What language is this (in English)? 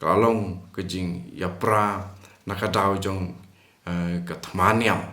Khasi